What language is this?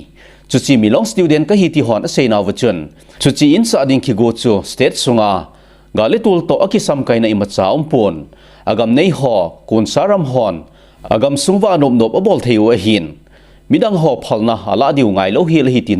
Thado Chin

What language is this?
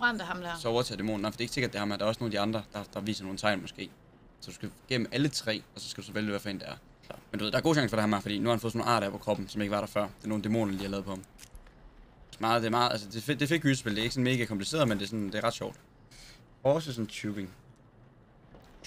Danish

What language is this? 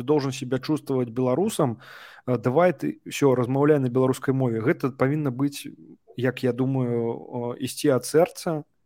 Belarusian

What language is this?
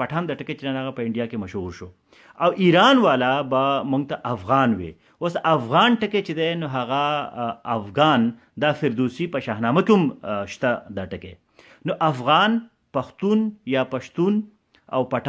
Pashto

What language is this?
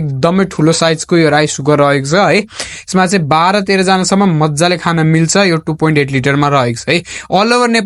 Nepali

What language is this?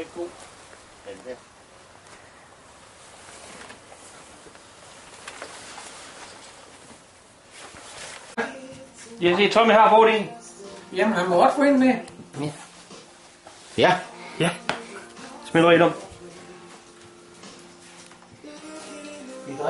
Danish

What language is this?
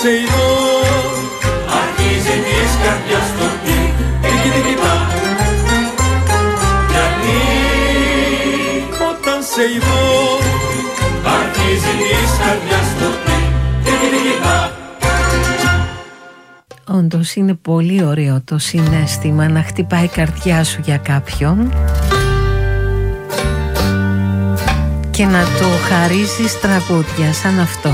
Greek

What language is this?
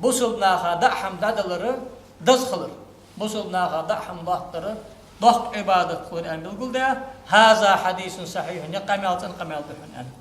Ingush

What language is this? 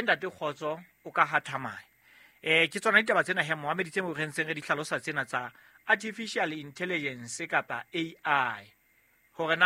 Southern Sotho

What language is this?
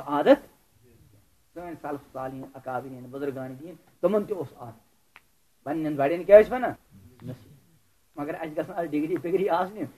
Kashmiri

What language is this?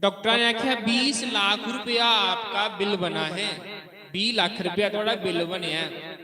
Dogri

